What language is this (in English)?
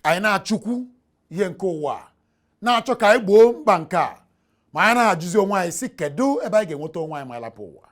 Igbo